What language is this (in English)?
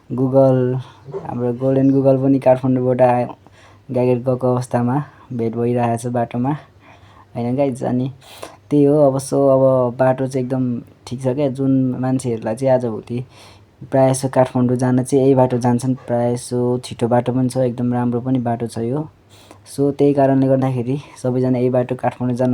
Nepali